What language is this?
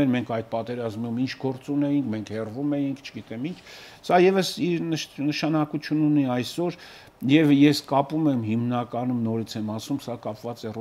Armenian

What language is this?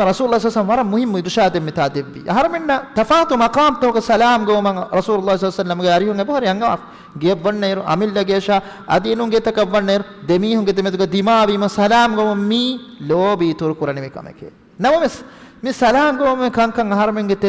Divehi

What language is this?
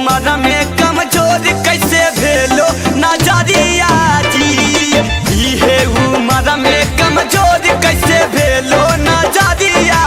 Magahi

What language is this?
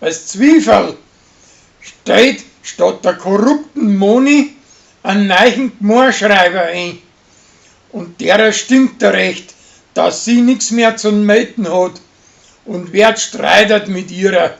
Bavarian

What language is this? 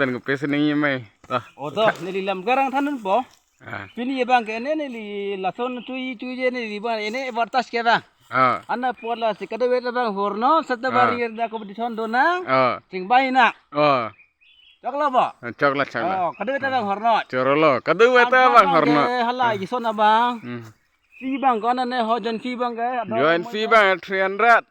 Karbi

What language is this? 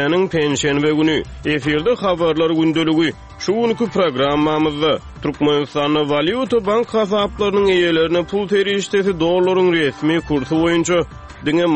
Turkmen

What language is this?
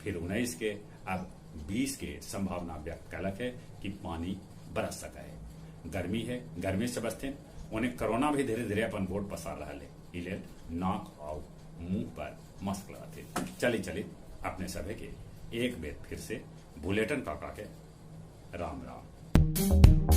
Magahi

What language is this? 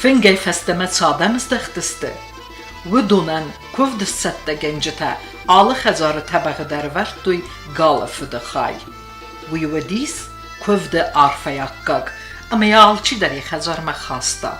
Ossetic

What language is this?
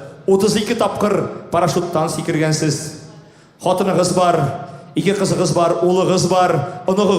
Tatar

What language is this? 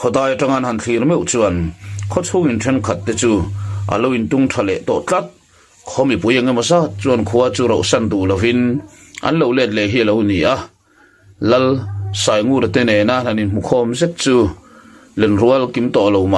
Mizo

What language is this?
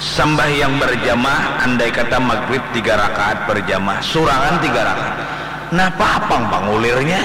Banjar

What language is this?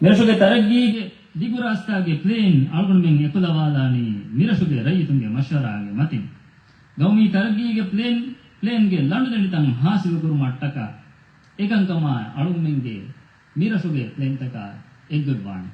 Divehi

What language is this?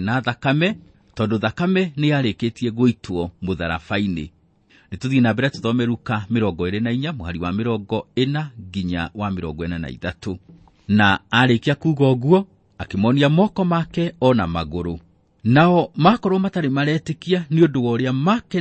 Kikuyu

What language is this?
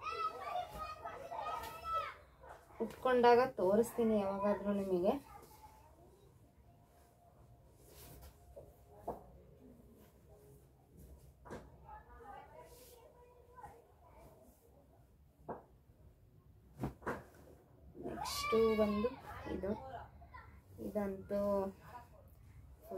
Kannada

